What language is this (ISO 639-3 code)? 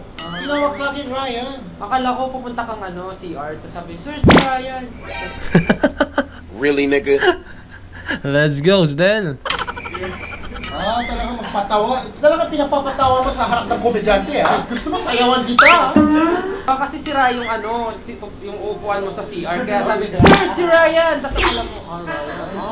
fil